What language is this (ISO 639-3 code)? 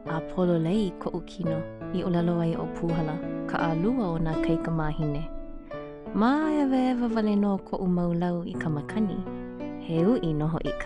haw